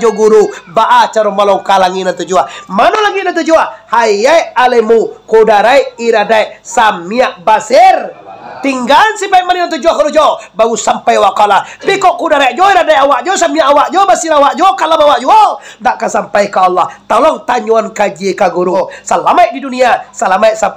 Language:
Minangkabau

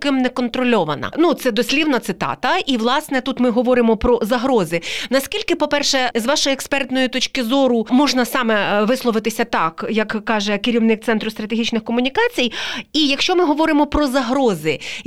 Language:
Ukrainian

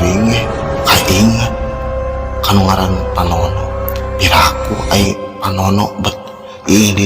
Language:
Sundanese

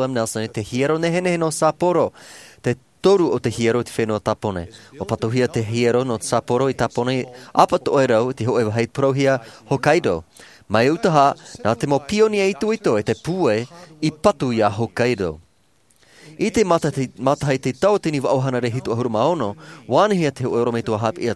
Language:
Tahitian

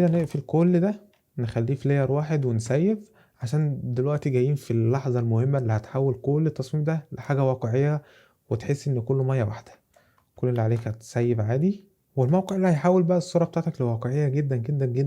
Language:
Egyptian Arabic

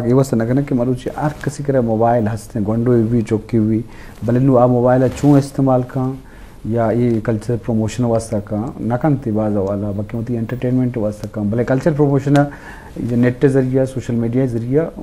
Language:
Eastern Balochi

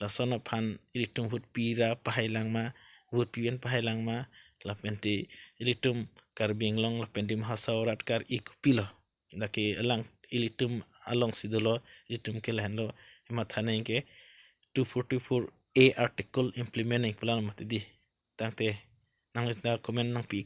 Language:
Karbi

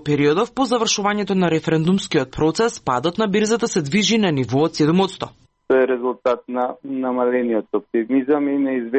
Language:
Macedonian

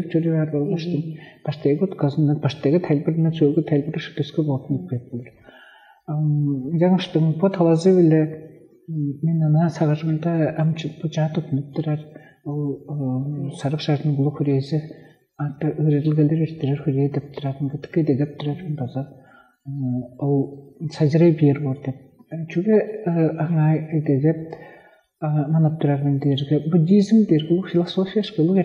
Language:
Tuvinian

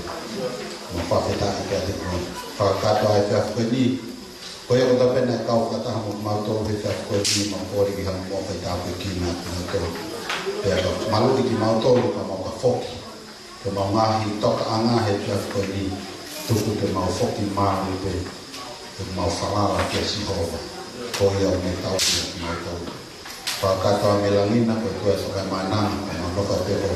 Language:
Tongan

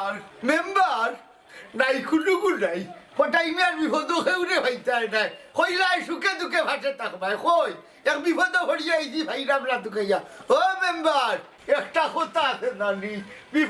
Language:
Sylheti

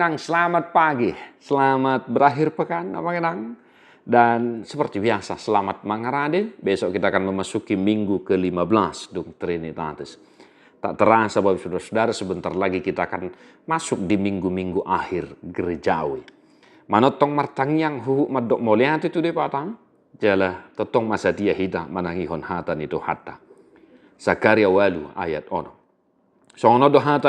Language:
Batak Toba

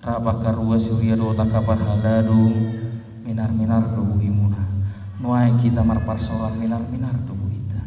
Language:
Batak Toba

